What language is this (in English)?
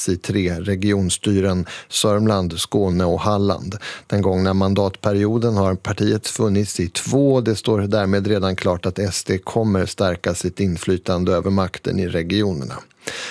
Swedish